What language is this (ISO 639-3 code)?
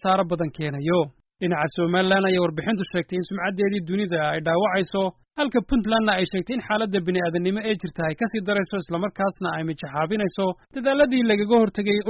som